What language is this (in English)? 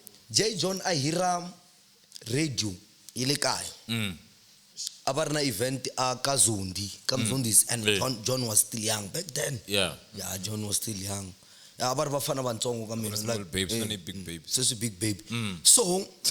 Tsonga